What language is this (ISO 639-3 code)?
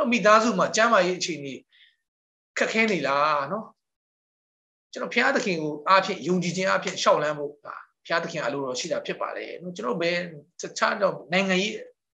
mya